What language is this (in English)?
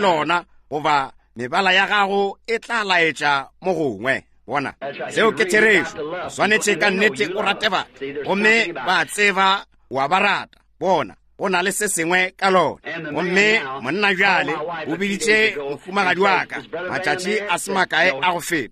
Northern Sotho